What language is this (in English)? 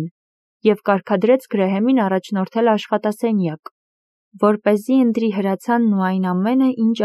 Armenian